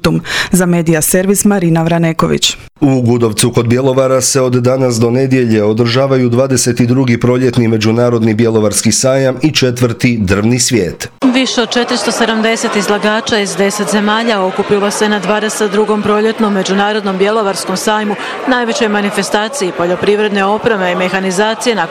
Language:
Croatian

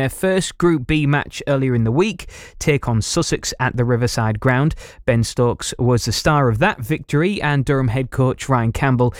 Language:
English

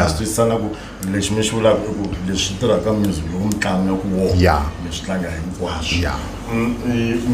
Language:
Tsonga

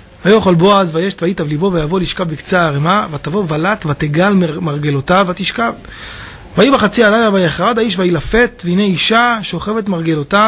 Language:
Hebrew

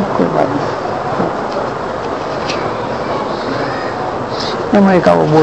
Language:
Gujarati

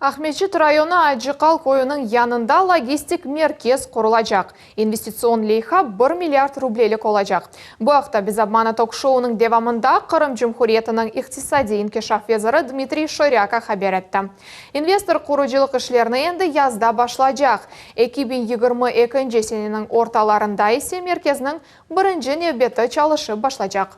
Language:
Crimean Tatar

